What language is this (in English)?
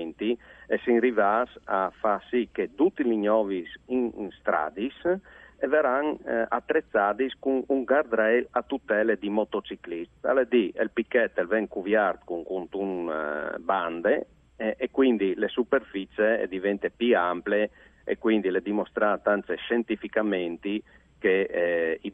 Friulian